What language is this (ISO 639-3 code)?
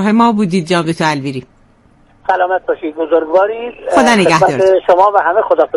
fas